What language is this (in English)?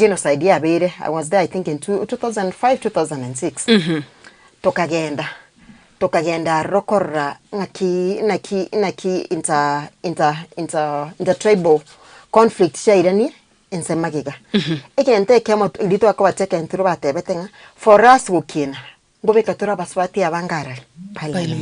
Gusii